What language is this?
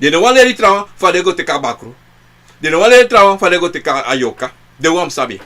Sranan Tongo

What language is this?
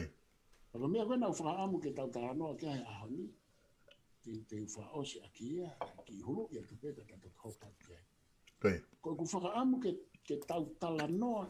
Tongan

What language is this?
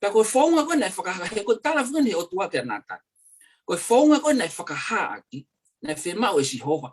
Tongan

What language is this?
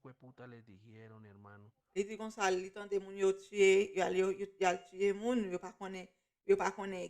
Haitian Creole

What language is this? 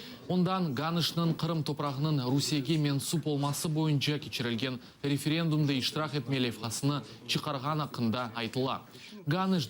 Crimean Tatar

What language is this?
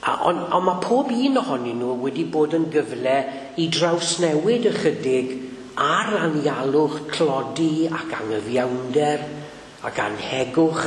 Welsh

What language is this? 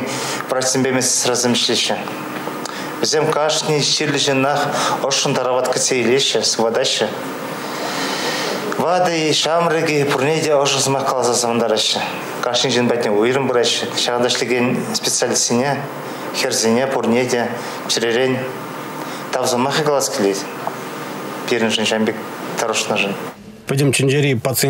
Chuvash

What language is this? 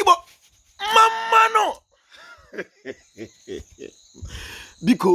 Igbo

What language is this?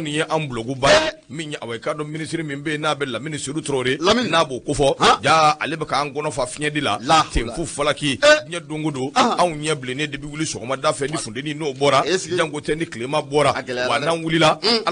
Bambara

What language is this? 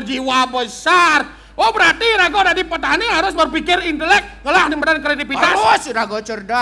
Balinese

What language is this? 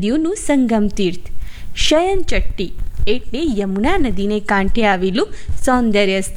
Gujarati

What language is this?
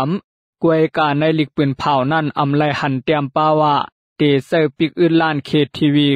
Lao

